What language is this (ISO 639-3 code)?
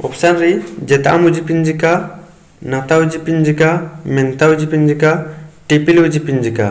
kru